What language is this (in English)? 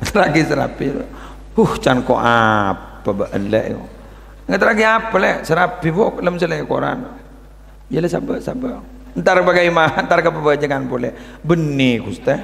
Madurese